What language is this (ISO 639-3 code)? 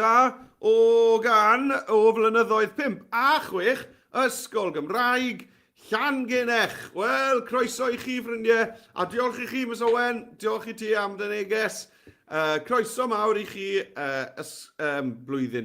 cym